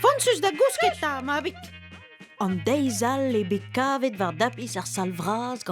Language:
Breton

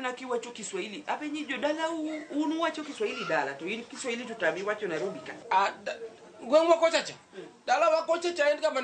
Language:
Luo (Kenya and Tanzania)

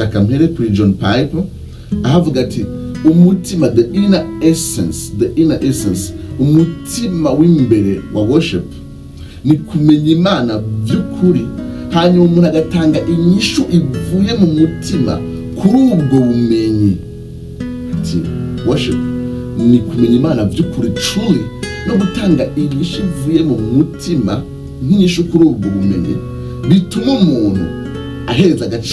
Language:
Rundi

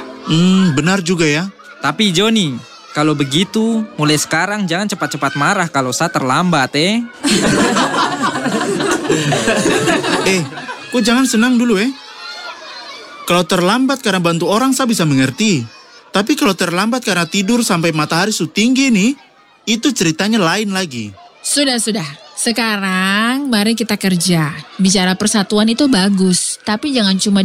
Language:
Indonesian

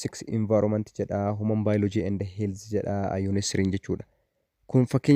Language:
Oromo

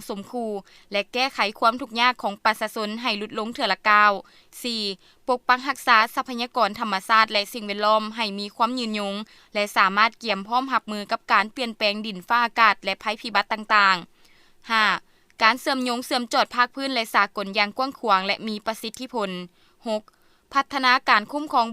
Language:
Lao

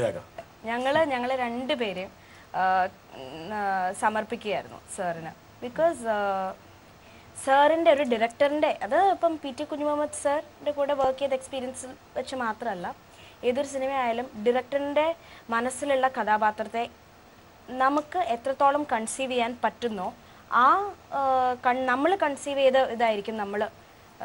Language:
Malayalam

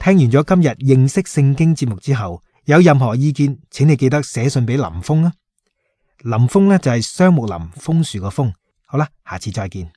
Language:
Cantonese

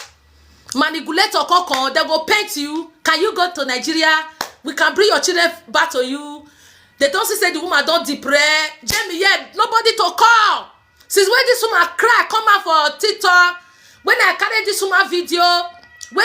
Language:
Nigerian Pidgin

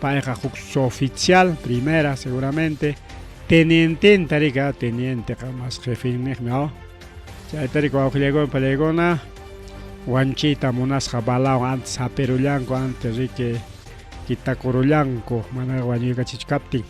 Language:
Ayacucho Quechua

